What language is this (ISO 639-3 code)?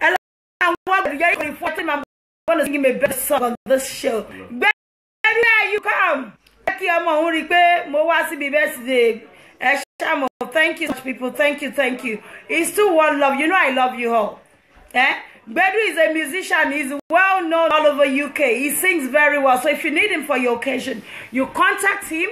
yor